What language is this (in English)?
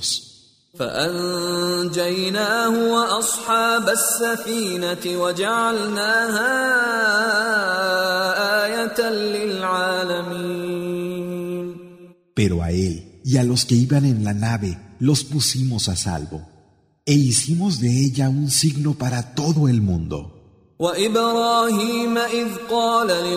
Spanish